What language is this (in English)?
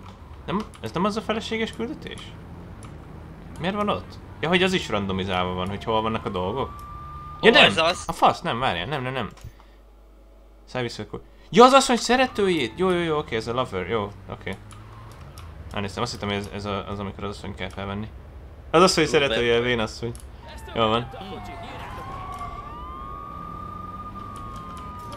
Hungarian